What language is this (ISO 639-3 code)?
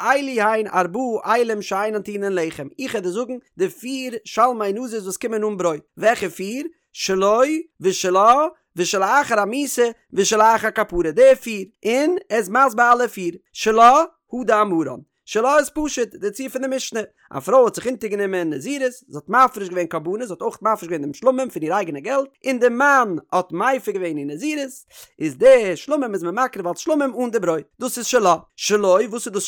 yid